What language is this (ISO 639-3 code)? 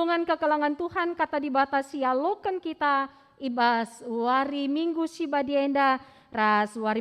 btx